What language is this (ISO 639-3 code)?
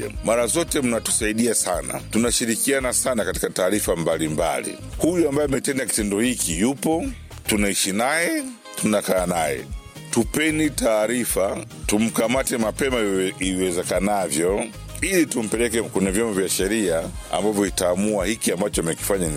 swa